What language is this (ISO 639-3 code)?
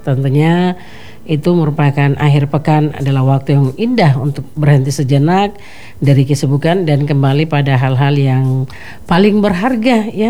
ind